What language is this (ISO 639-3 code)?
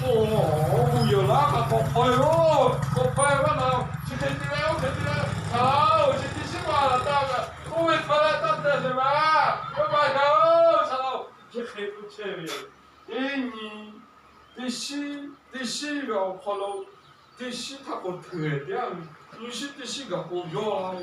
lhu